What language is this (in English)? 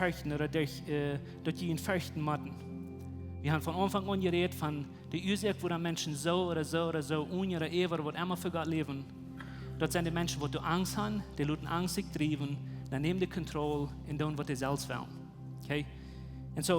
Plautdietsch